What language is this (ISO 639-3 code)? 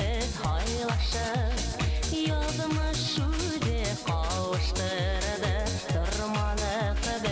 bak